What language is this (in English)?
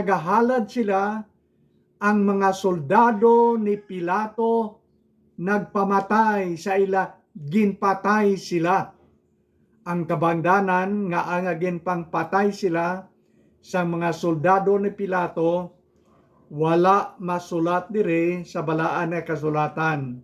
Hiligaynon